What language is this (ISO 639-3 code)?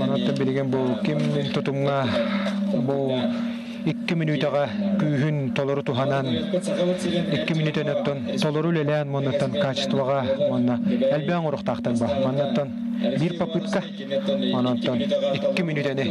sah